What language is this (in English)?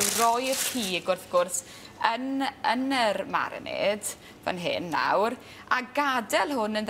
Welsh